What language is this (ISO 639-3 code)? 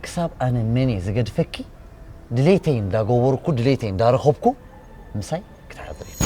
tir